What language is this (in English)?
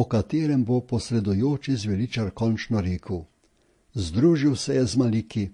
Slovenian